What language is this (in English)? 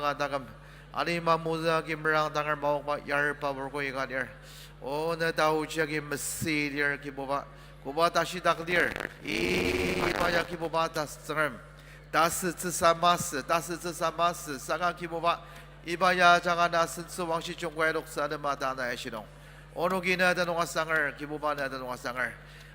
Ao Naga